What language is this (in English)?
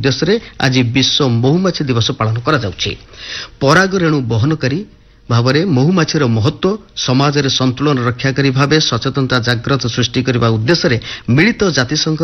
Odia